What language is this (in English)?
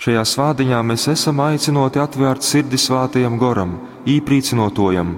Latgalian